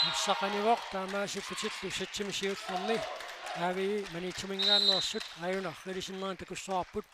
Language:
Kalaallisut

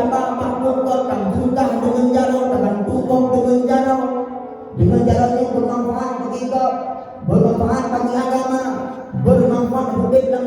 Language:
Achinese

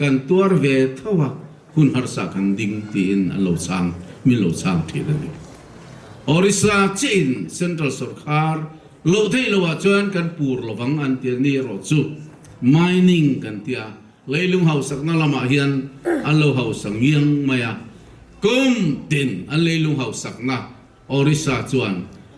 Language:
Mizo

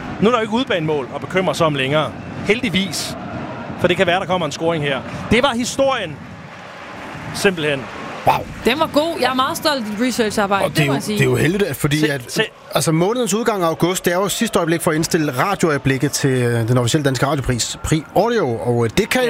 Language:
Danish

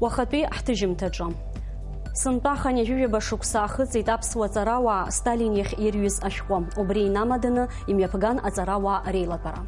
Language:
Abkhazian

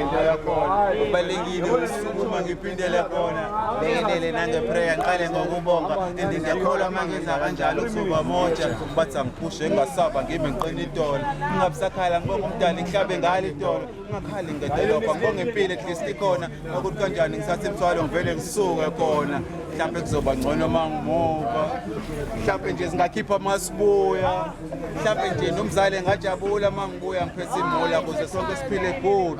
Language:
Zulu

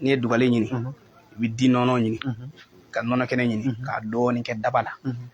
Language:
Bambara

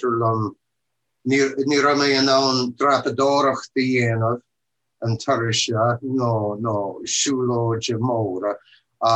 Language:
Irish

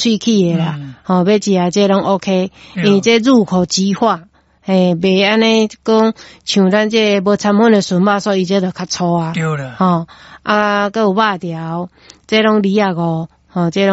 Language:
Min Nan Chinese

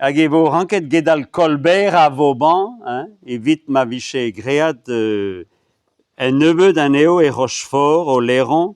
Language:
Breton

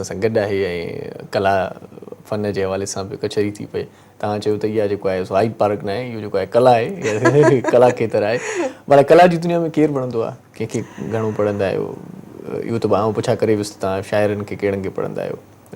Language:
Sindhi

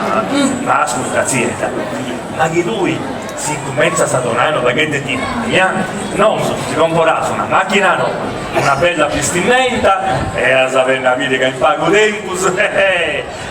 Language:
Sardinian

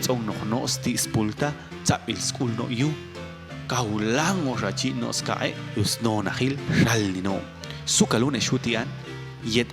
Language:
Popti'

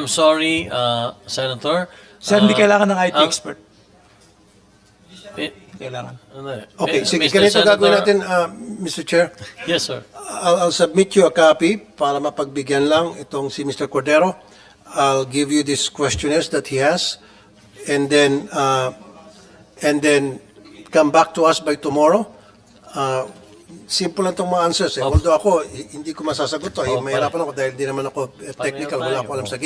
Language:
Filipino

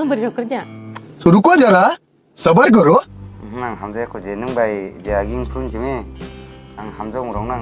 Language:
Kok Borok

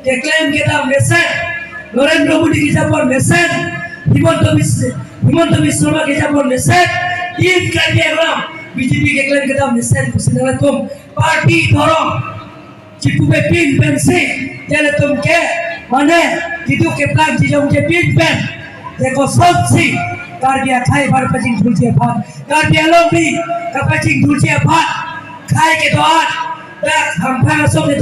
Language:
Karbi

